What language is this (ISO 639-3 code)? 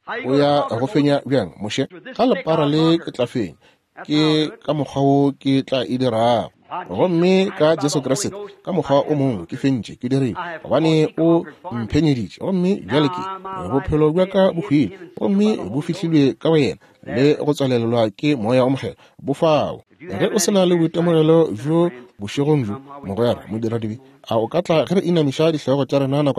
nso